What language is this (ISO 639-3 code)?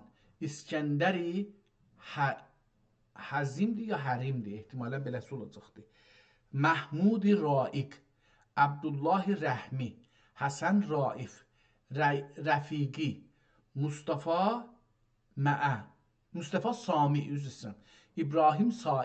azb